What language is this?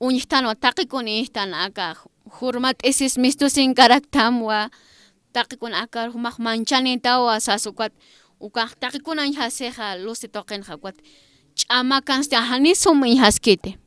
Aymara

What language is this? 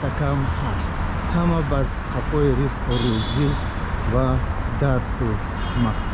Tajik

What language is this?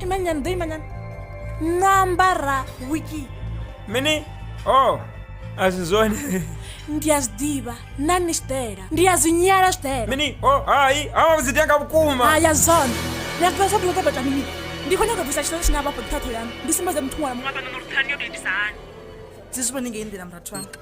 Venda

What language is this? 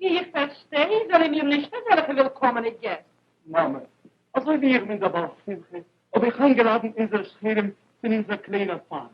Yiddish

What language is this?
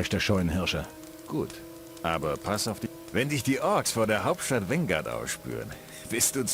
Bavarian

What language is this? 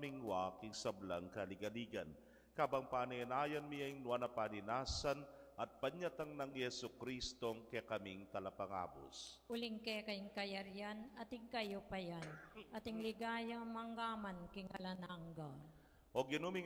Pampanga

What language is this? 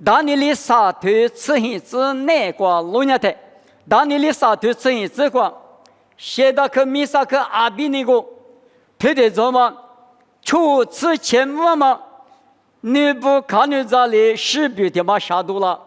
Lisu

